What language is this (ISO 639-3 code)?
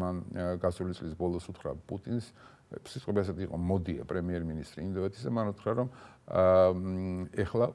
kat